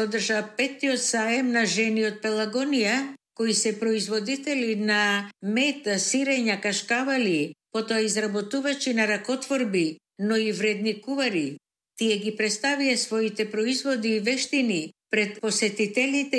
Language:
Macedonian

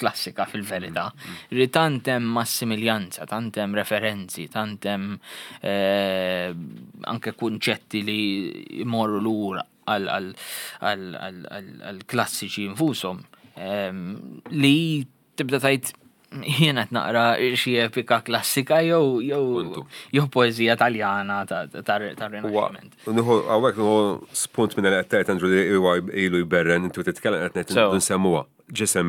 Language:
Maltese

